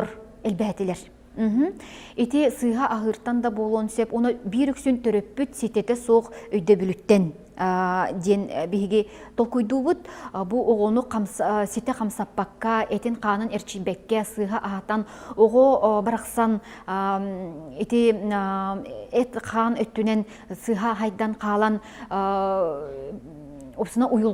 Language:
Yakut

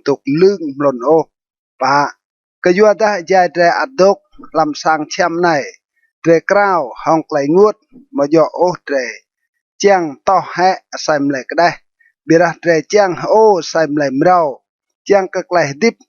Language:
Rade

